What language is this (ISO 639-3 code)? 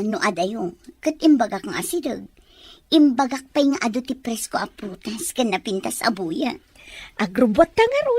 ilo